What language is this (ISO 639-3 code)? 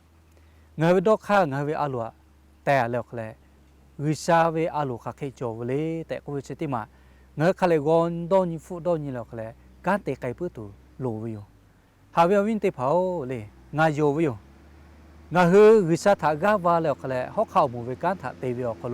lhu